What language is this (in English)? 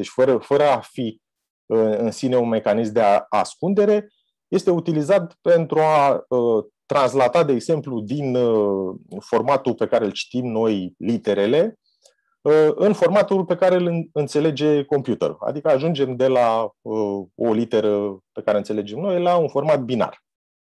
Romanian